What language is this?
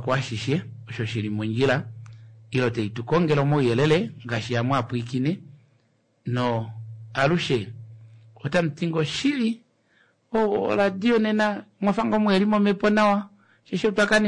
Kuanyama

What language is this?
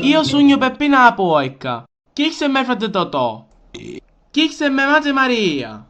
Sicilian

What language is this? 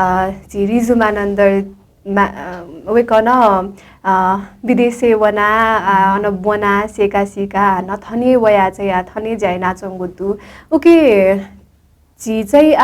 Newari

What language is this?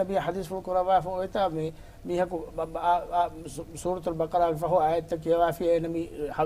Divehi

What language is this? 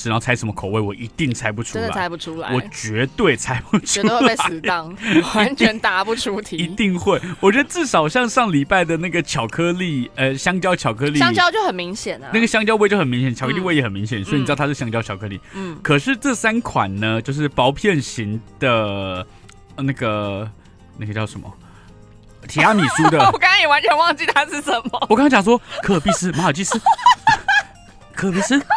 Chinese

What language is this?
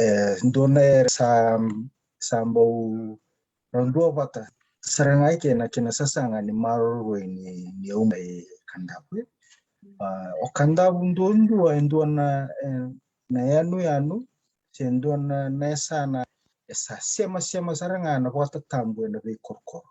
Fijian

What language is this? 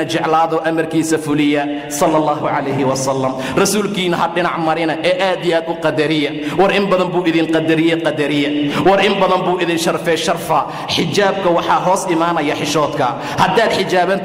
Somali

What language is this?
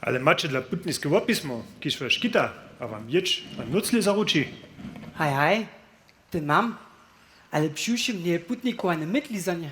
Upper Sorbian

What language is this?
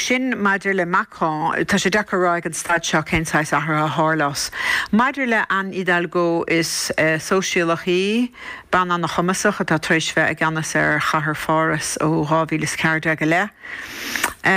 Irish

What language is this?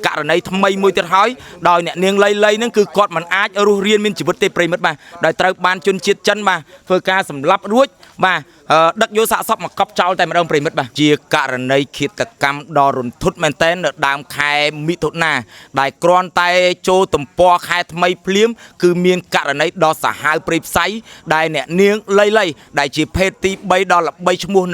Khmer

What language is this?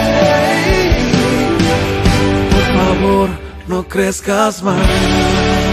Spanish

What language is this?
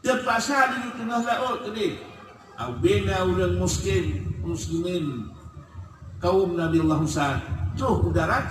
Achinese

